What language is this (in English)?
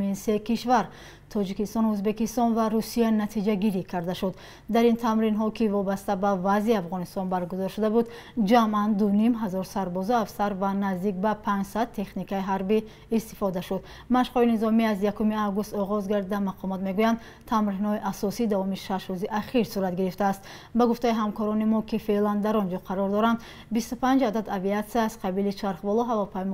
Tajik